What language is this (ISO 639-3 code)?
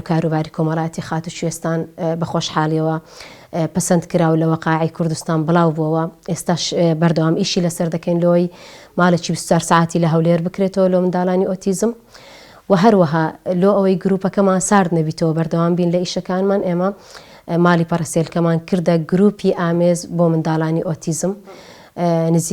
ckb